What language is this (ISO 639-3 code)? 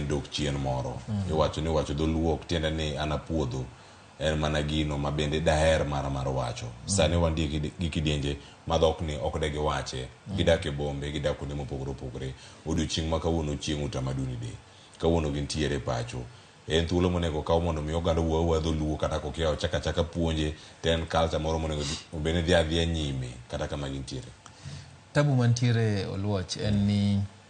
luo